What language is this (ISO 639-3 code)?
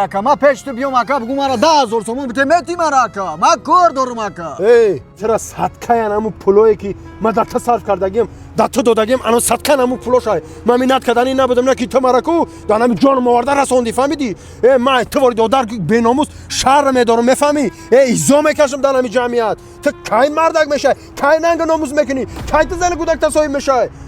tgk